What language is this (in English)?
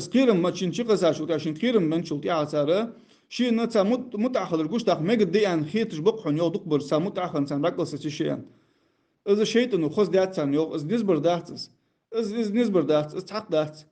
Ingush